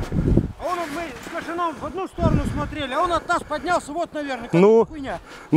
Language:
Russian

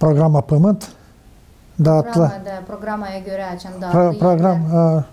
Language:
Gagauz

